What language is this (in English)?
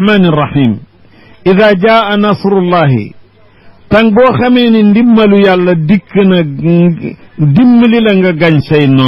Wolof